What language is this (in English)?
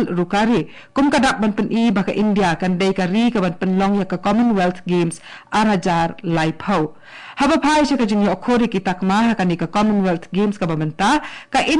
Khasi